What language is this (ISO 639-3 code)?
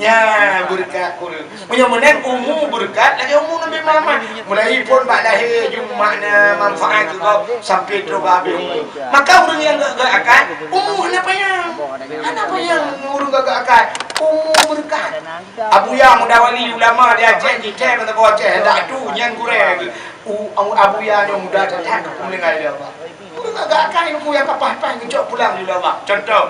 ace